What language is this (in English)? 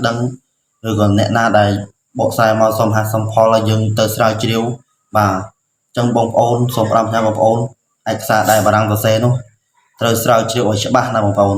Khmer